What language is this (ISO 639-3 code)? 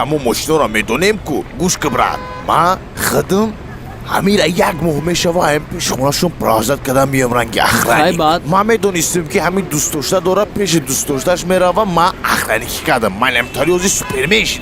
tgk